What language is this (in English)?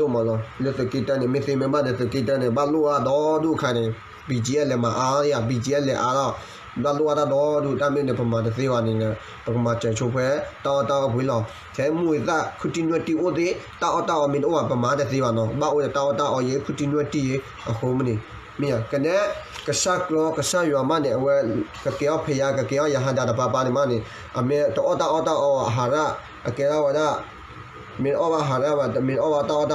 S'gaw Karen